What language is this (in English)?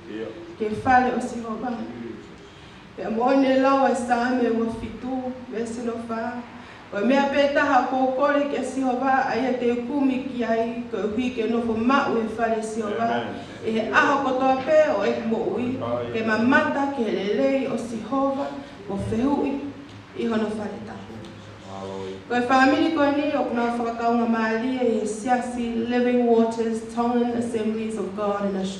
Tongan